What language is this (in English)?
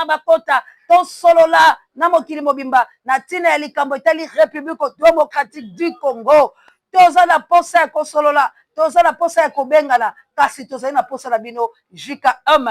Lingala